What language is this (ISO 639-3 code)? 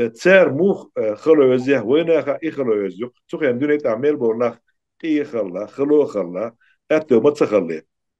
che